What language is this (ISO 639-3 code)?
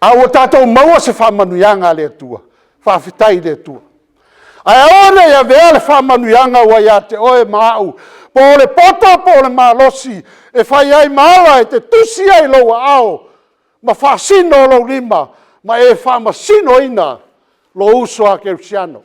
smo